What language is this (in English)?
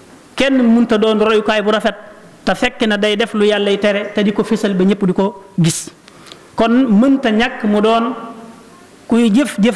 Wolof